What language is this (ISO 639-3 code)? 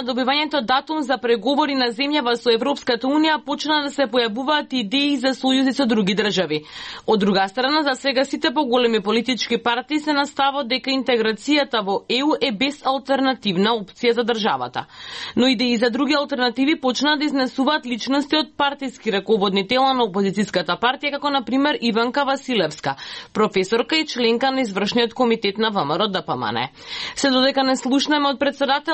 mkd